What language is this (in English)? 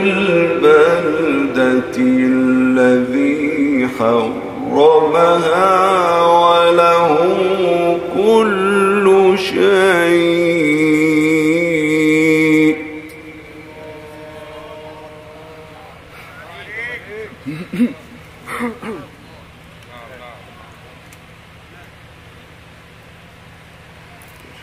Arabic